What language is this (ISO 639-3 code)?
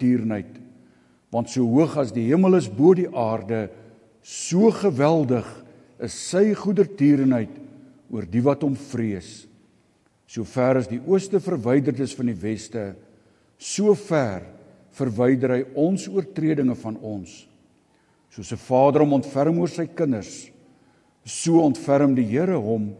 afr